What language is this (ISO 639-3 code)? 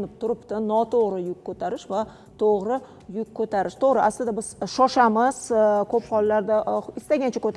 uzb